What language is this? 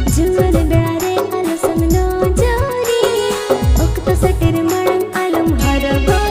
Santali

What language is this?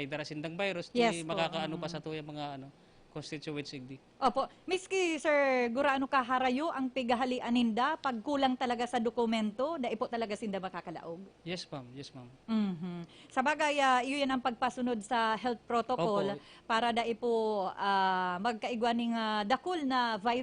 Bikol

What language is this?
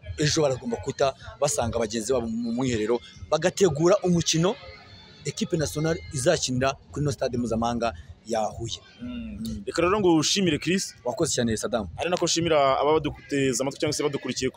Kinyarwanda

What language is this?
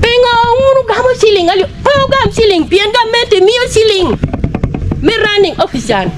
Acoli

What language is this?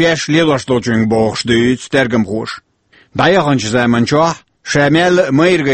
Chechen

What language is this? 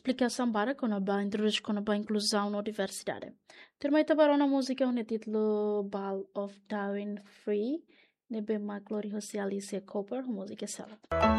Tetum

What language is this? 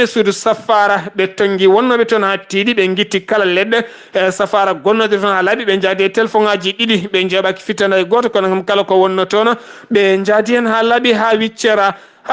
Fula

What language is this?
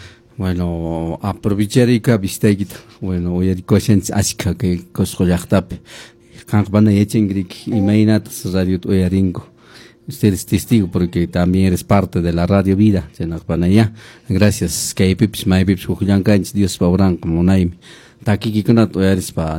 Quechua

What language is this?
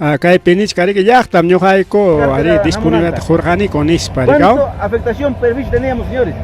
Ayacucho Quechua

